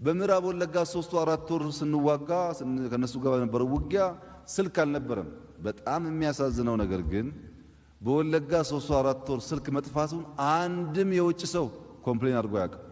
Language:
Amharic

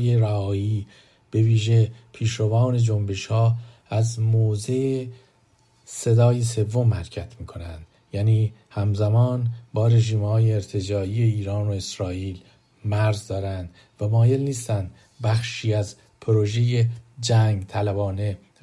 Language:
Persian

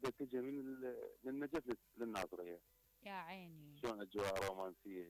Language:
Mesopotamian Arabic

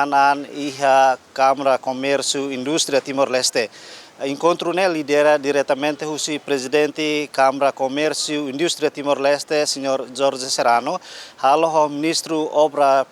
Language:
Tetum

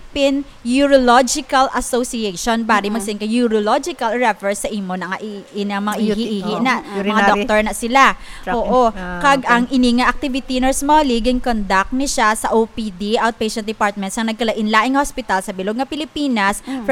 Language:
Hiligaynon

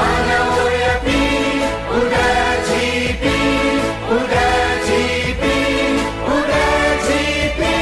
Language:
Newari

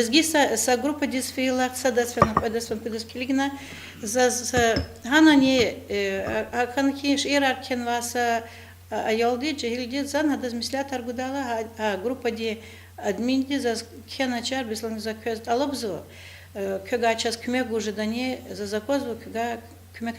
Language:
Lezghian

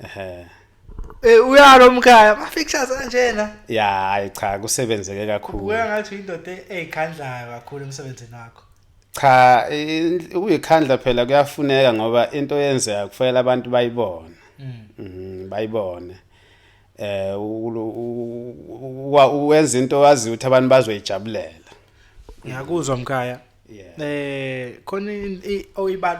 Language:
Zulu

